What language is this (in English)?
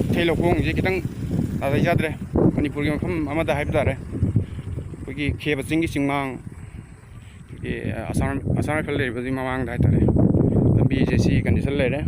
Manipuri